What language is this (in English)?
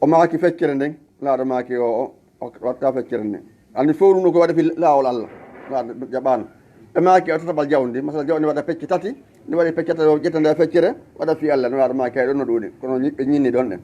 Fula